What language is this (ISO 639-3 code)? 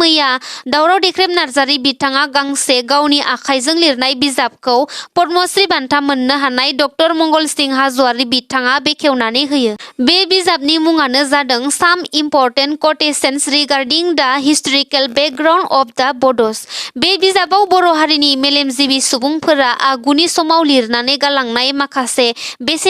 brx